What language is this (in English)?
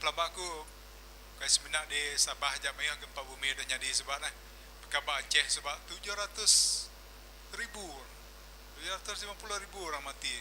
Iban